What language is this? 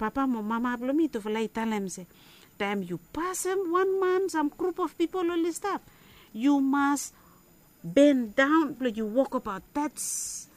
Bislama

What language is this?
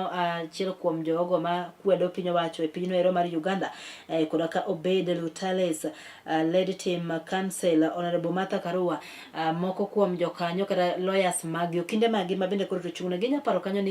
Luo (Kenya and Tanzania)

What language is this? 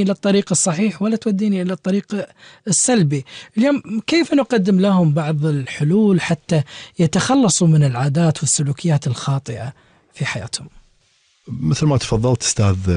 Gulf Arabic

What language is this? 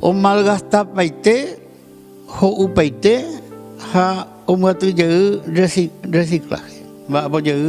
Guarani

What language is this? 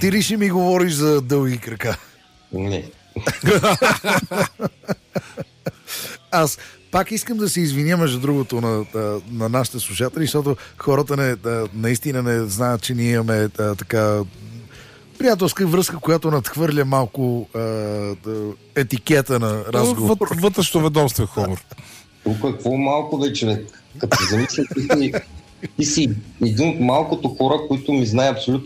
Bulgarian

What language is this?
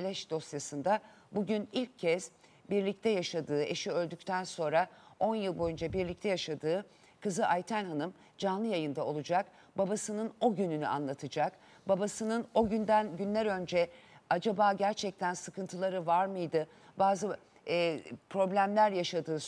Turkish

